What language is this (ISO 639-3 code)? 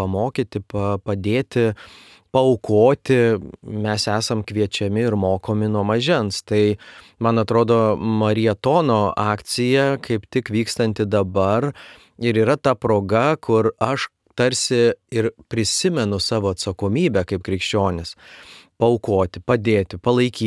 lit